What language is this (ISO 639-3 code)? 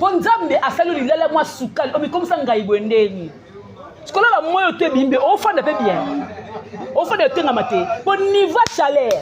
lin